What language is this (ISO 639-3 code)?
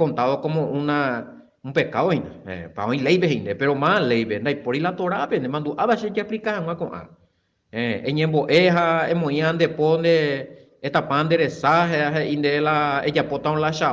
grn